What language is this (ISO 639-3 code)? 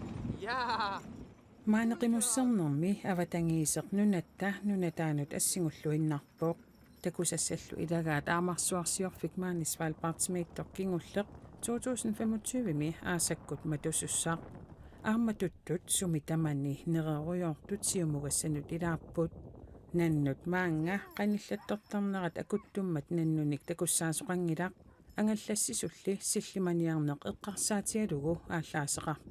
kal